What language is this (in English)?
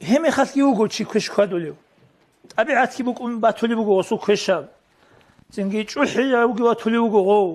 Avaric